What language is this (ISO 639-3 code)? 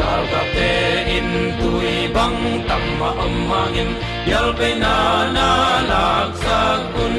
ctd